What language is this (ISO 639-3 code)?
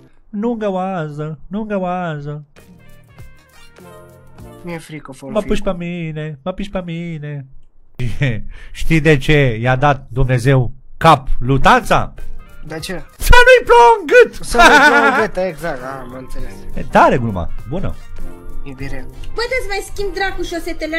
ron